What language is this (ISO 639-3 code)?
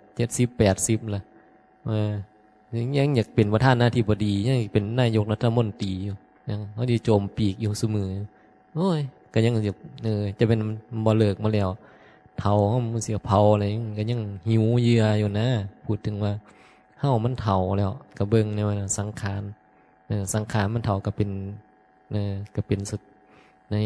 tts